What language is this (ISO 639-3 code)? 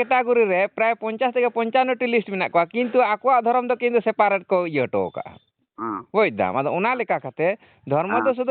sat